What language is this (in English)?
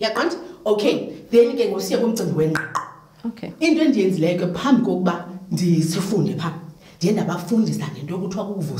Xhosa